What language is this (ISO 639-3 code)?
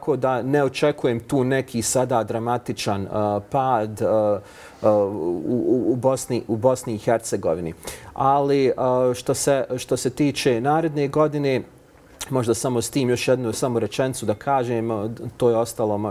bos